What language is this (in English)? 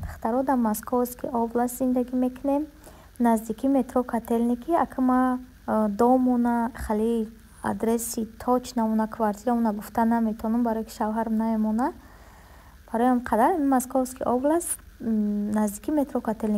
Tajik